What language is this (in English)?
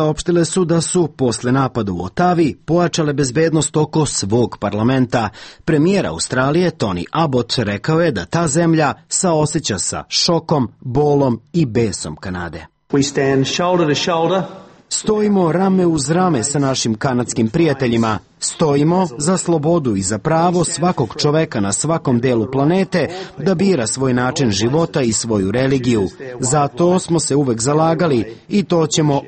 Serbian